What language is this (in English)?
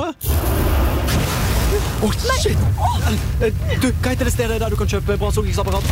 Norwegian